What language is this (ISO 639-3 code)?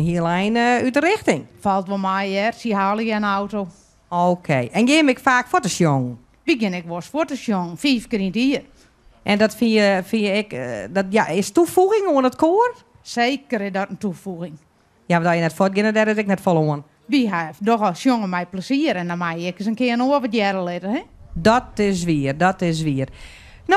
fry